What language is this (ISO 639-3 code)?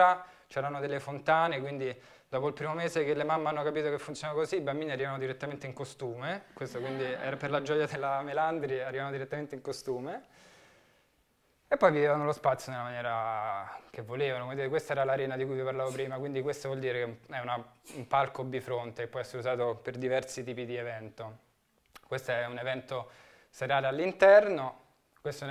ita